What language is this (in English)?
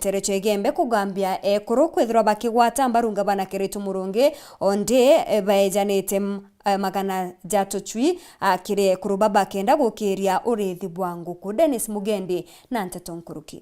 Meru